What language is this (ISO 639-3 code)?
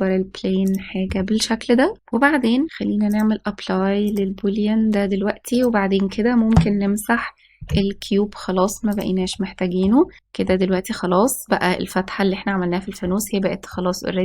arz